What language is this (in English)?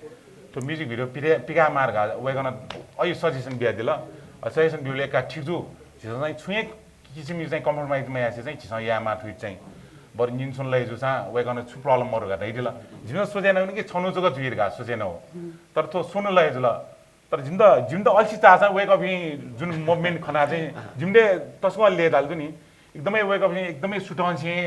Newari